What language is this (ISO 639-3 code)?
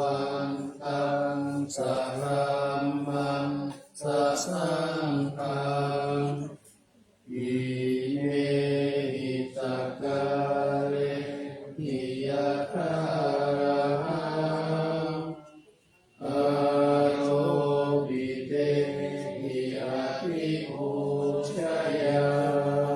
pli